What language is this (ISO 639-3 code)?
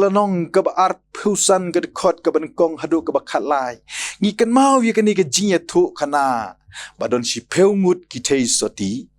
kha